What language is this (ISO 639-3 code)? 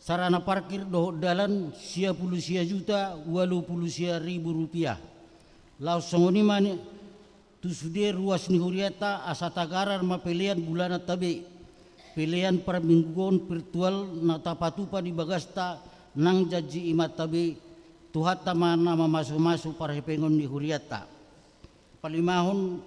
bbc